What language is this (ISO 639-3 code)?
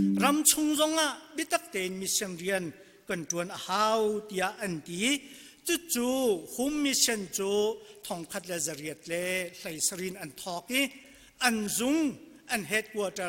cnh